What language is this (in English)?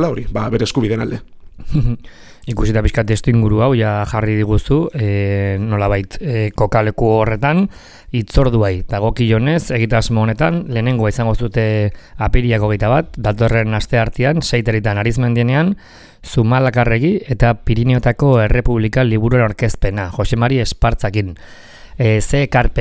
Basque